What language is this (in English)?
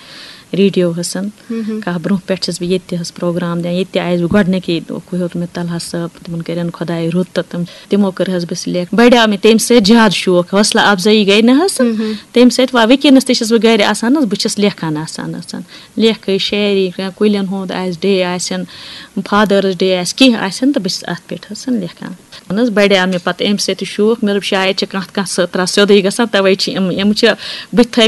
Kashmiri